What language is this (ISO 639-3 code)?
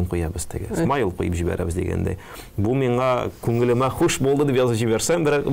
tat